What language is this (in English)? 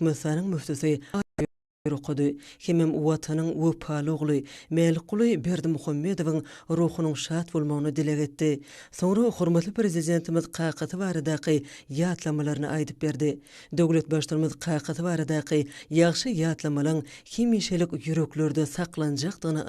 Turkmen